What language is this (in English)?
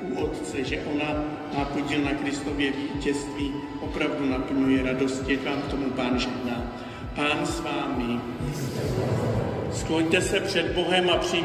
Czech